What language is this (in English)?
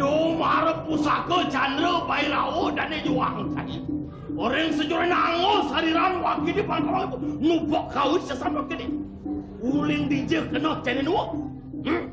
Balinese